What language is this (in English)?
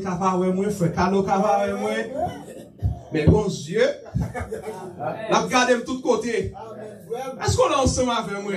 Haitian Creole